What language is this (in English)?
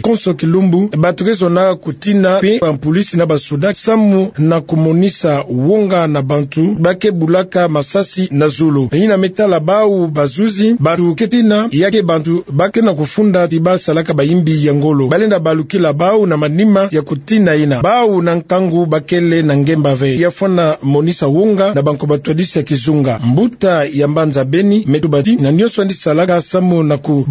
Kituba (Democratic Republic of Congo)